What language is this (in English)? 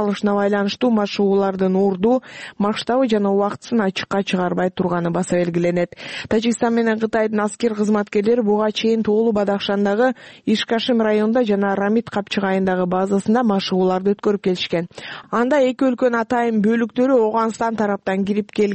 Kyrgyz